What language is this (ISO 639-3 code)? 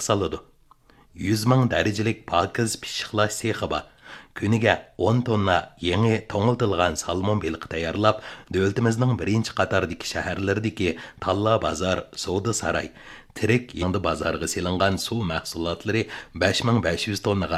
uig